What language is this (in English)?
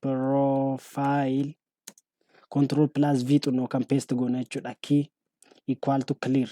Oromo